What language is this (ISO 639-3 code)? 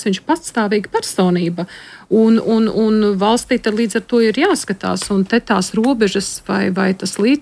lav